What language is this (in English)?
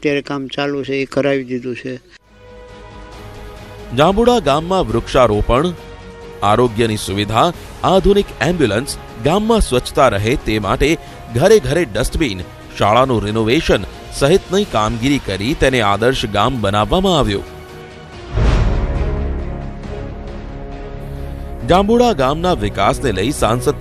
Gujarati